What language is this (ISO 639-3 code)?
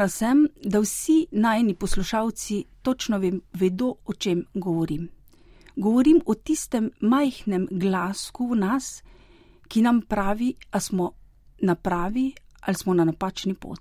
slv